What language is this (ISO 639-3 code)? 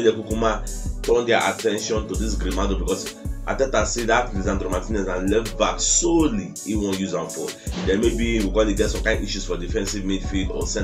pcm